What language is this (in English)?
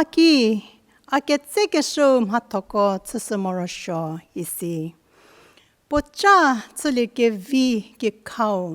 Angami Naga